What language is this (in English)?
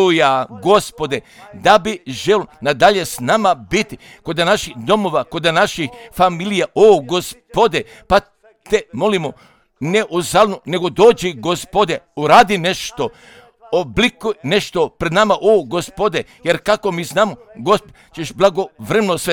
Serbian